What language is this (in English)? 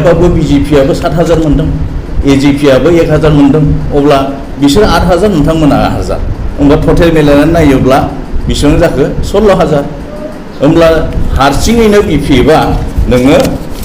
Bodo